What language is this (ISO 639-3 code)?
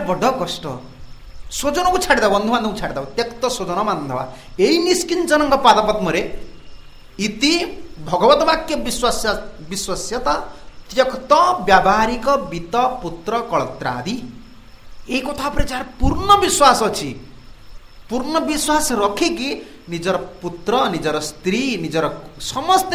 ori